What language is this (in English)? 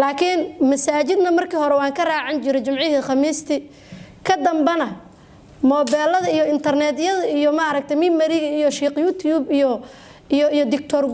Somali